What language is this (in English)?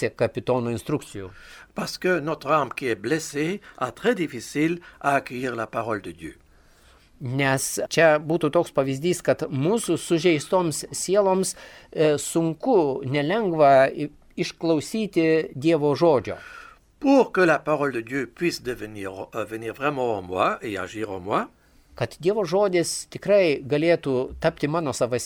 Lithuanian